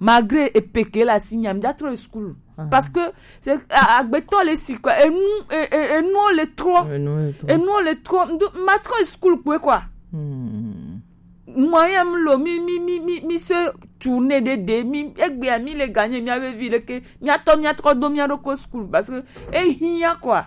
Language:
Gen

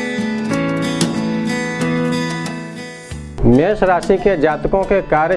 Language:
Hindi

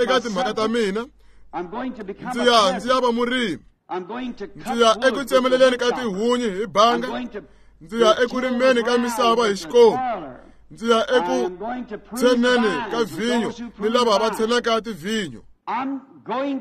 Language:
Tsonga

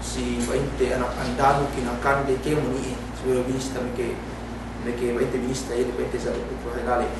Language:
Yakan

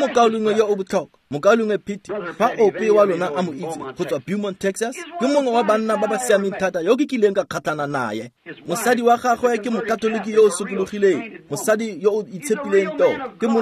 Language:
Tswana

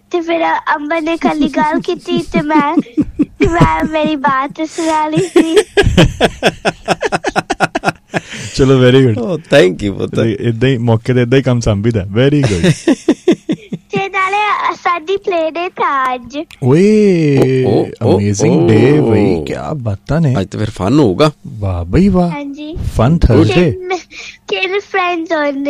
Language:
Punjabi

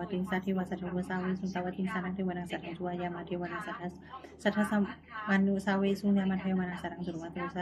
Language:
Pali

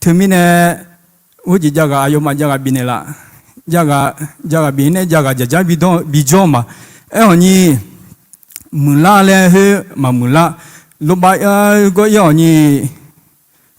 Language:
Akha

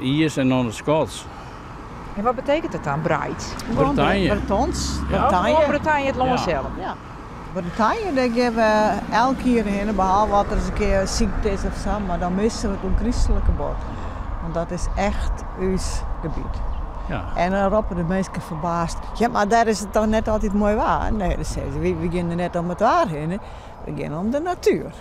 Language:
Western Frisian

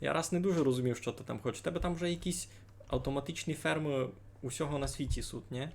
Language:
Rusyn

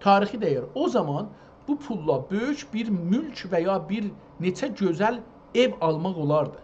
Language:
South Azerbaijani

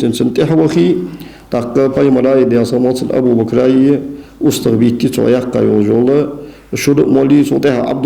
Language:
Ingush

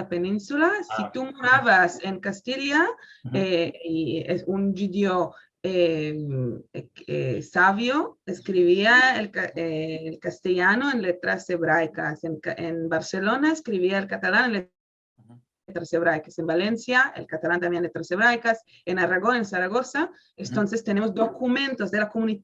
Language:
Ladino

